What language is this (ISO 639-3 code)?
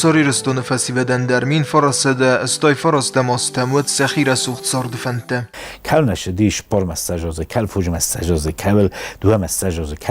oss